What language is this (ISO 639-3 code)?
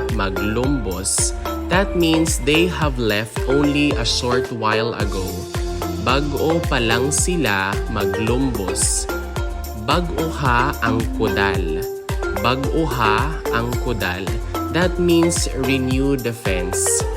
hil